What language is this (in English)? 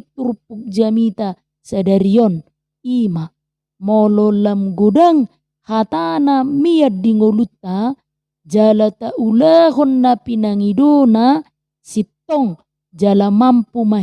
Batak Toba